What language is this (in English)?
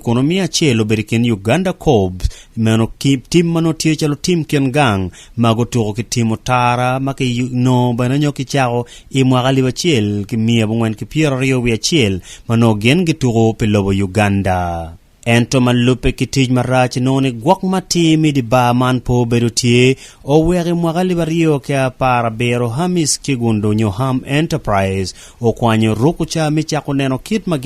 Acoli